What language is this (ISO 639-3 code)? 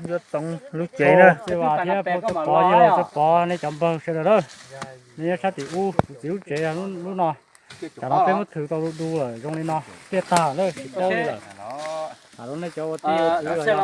hmn